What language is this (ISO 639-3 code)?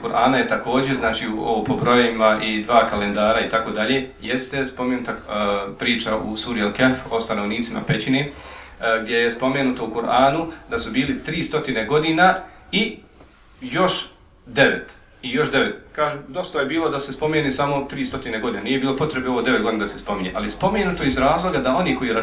bos